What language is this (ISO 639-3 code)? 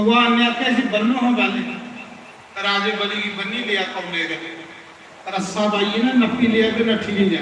doi